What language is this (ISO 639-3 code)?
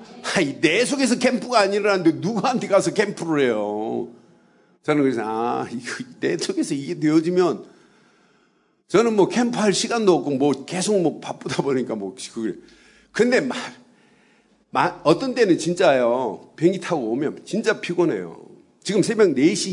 kor